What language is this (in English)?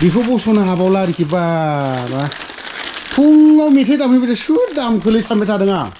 Bodo